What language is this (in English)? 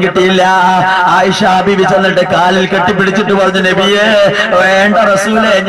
Malayalam